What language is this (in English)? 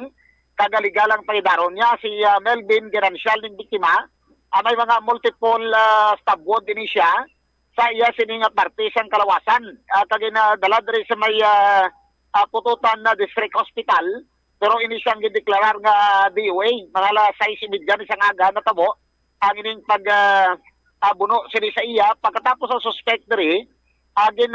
Hiligaynon